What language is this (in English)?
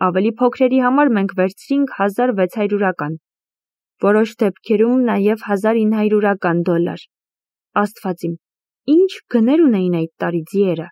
Armenian